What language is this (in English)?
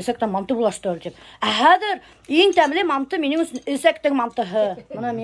Bashkir